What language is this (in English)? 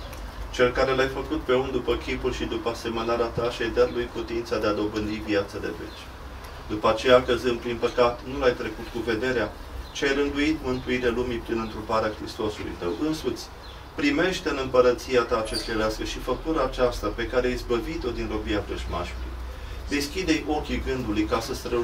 Romanian